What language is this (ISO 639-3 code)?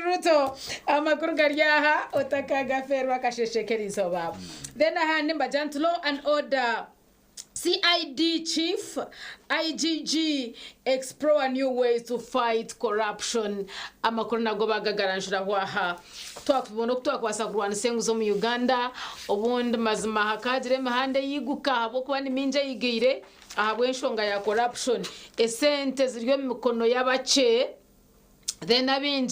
nyn